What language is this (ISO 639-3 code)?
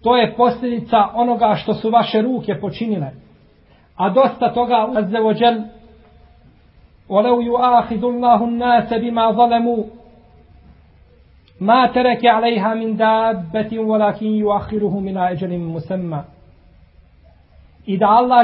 bos